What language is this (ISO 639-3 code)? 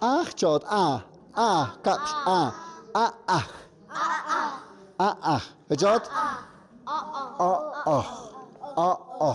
mxp